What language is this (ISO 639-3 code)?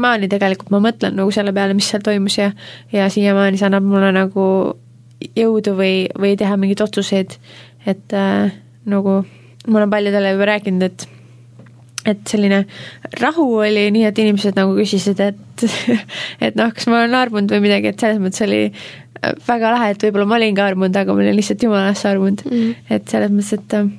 est